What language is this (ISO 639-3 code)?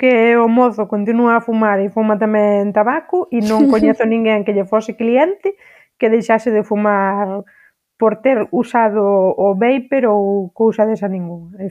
glg